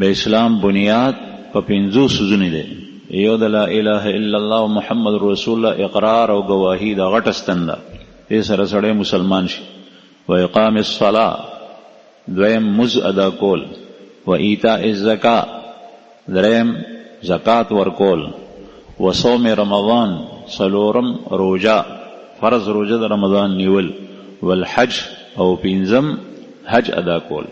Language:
Pashto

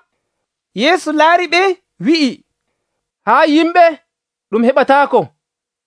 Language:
Nigerian Fulfulde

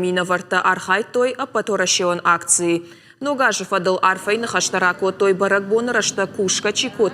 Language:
Ossetic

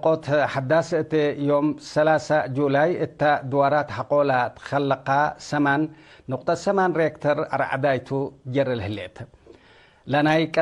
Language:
Tigre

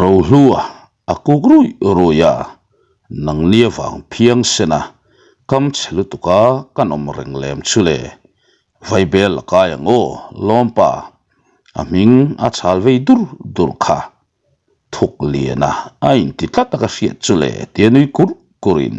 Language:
Mizo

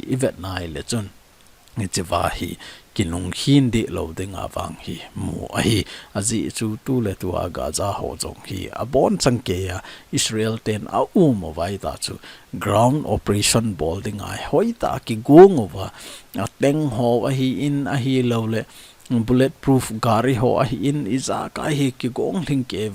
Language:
Thado Chin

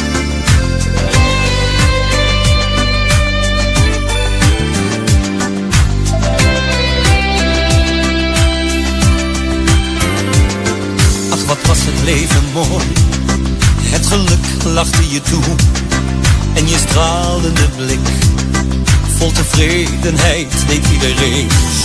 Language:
Dutch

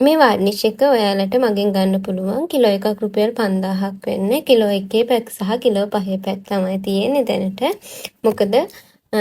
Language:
Sinhala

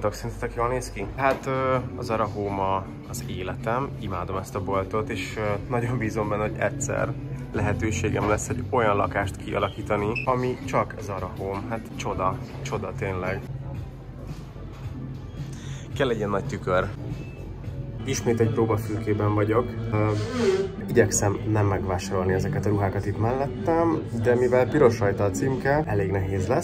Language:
Hungarian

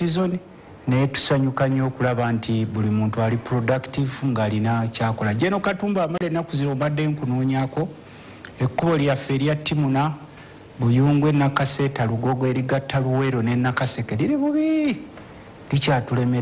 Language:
Ganda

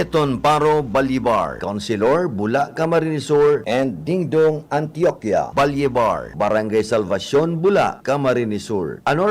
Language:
Bikol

